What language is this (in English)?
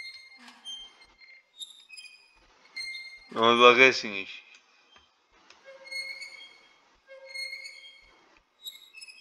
Czech